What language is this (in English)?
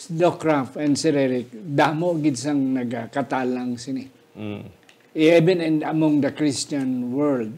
Hiligaynon